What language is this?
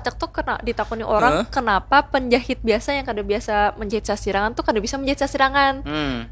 Banjar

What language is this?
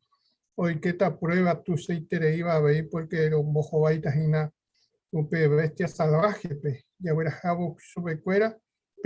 Guarani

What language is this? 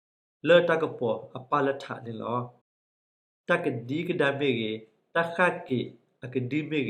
S'gaw Karen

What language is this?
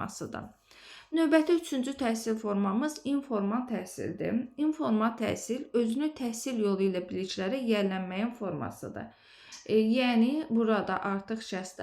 Azerbaijani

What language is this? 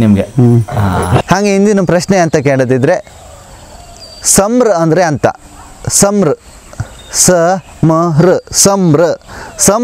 Kannada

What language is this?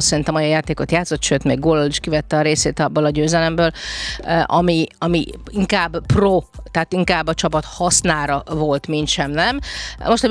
Hungarian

